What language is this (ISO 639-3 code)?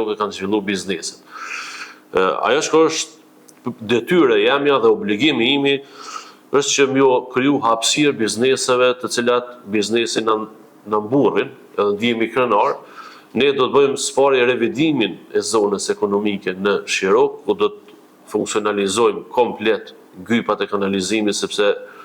sqi